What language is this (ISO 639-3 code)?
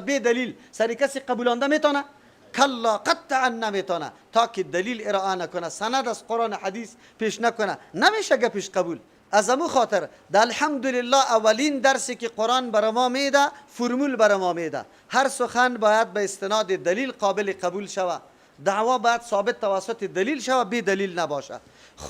fas